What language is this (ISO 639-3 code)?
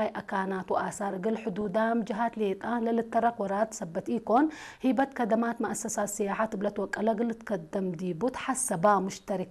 tig